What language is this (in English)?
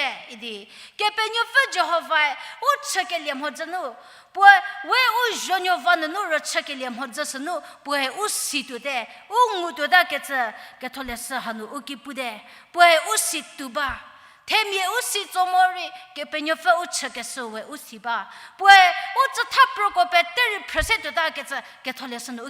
Angami Naga